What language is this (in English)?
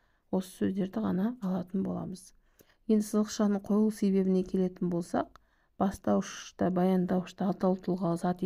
Kazakh